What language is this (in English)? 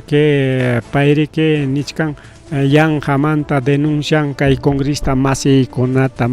Ayacucho Quechua